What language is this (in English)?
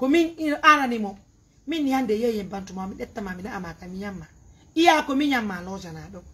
Pular